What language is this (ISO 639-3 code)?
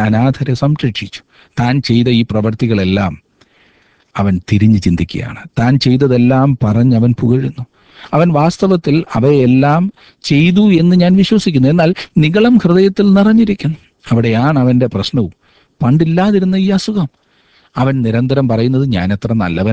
mal